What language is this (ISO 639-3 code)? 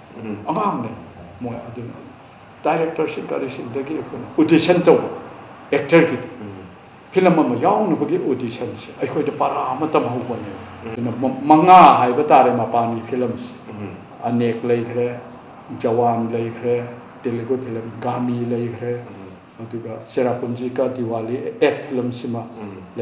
mni